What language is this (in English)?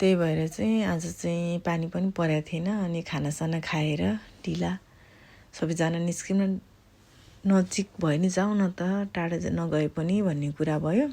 Nepali